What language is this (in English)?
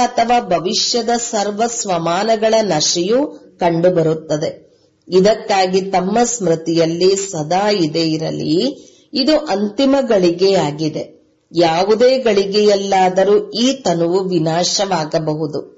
Kannada